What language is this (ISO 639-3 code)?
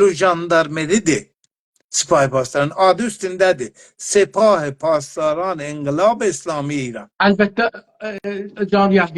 azb